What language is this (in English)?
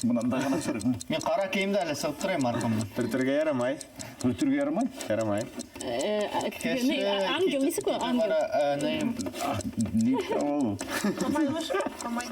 Bashkir